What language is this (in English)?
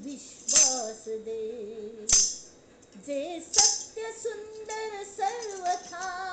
Konkani